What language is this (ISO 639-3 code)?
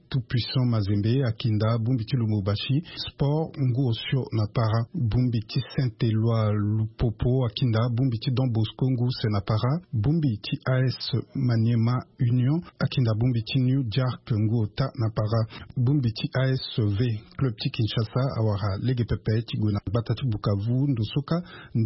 sag